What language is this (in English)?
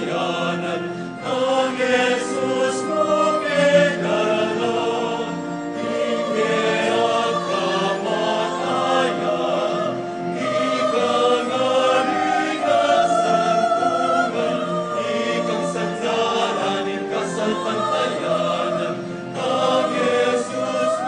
Pampanga